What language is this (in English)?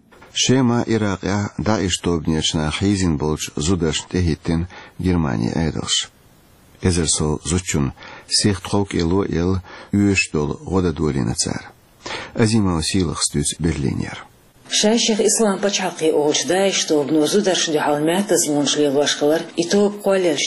Chechen